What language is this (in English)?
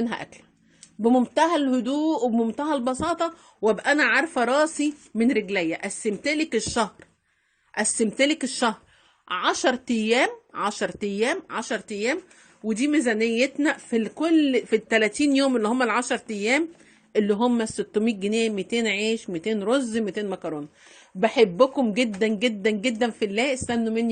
Egyptian Arabic